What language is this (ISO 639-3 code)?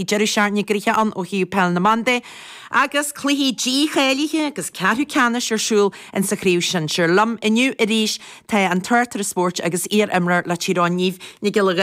gle